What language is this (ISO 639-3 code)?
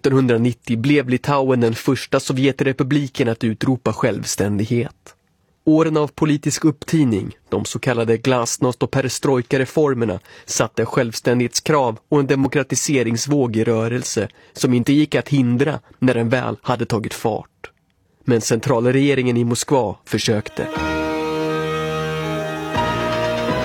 swe